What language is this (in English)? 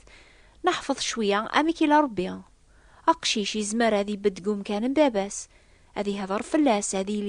Kabyle